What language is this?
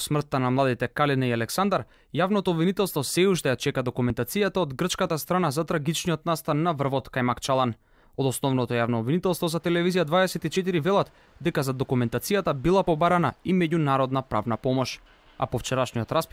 Macedonian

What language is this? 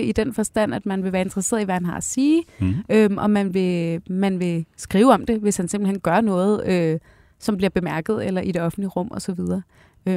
Danish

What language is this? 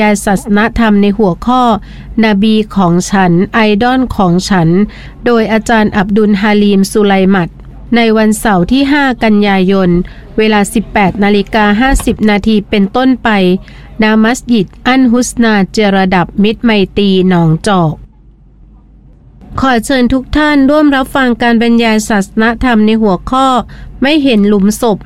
Thai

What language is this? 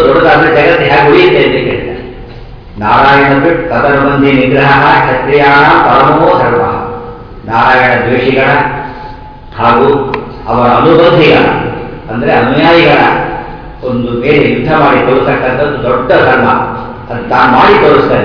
Kannada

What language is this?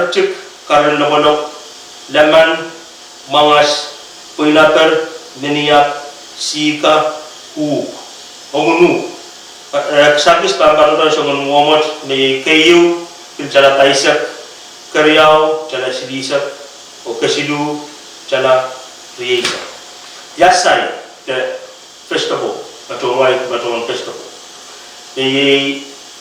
Pohnpeian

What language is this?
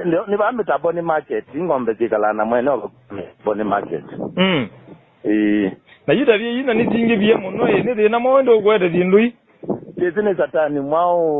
Kamba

